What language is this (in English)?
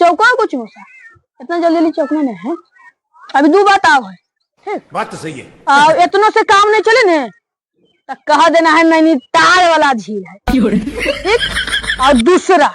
Magahi